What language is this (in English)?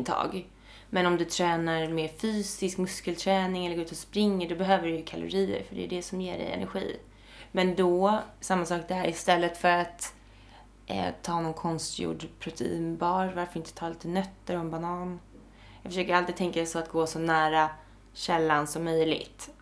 Swedish